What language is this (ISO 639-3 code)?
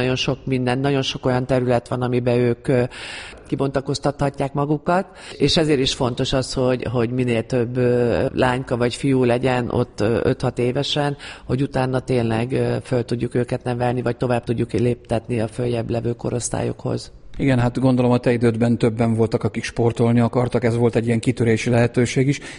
hun